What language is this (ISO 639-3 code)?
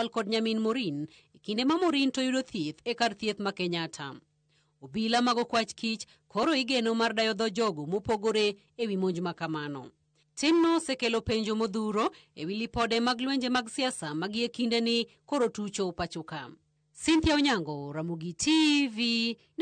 luo